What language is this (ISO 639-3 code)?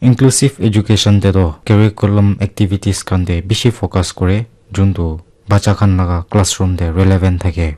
nag